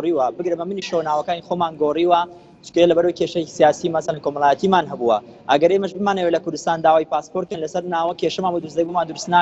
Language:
Central Kurdish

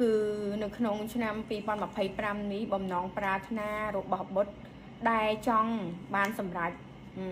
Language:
Khmer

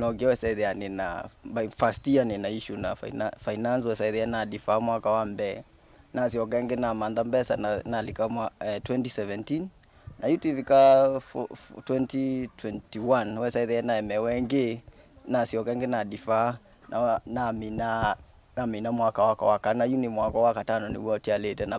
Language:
Kamba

